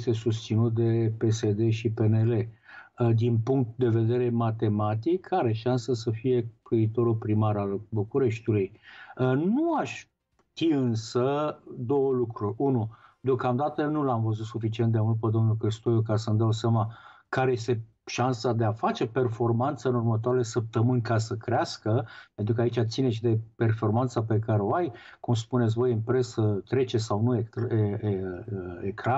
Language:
Romanian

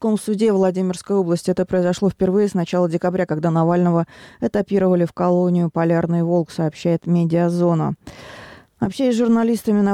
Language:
Russian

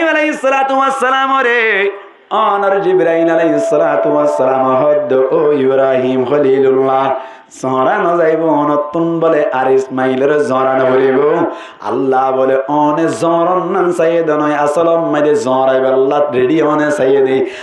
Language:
Rohingya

